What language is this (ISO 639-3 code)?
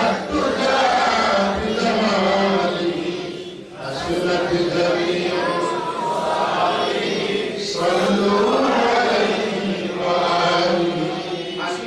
syl